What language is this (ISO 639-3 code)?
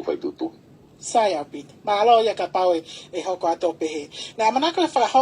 ton